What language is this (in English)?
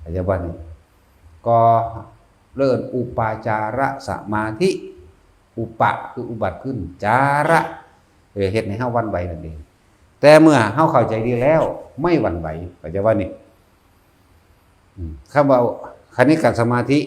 Northeastern Thai